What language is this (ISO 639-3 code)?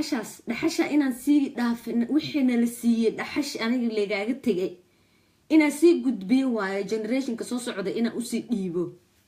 som